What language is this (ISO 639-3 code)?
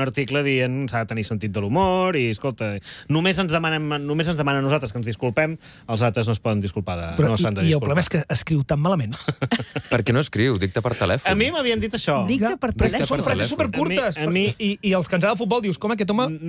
cat